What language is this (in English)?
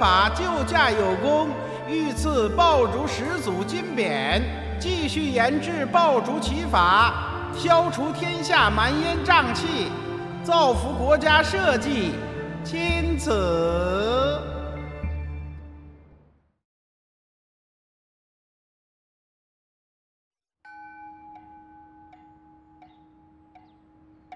Chinese